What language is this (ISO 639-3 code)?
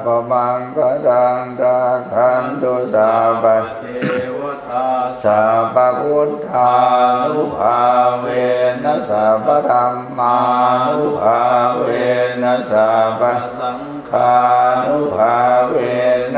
pli